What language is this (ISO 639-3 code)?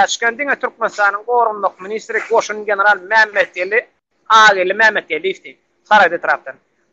tuk